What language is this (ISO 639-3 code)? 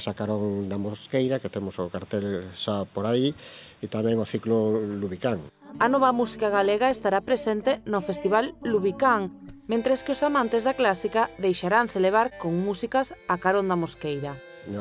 glg